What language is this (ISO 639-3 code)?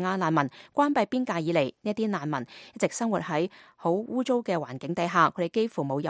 yue